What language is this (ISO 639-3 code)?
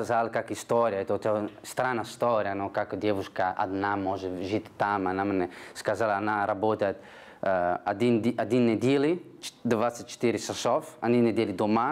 rus